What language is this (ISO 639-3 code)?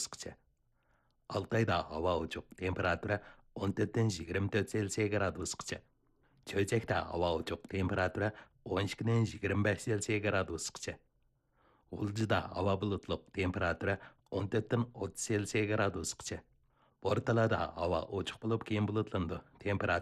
uig